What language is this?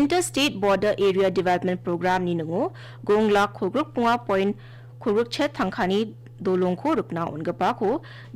Garo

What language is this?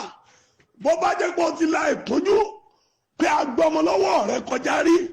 Yoruba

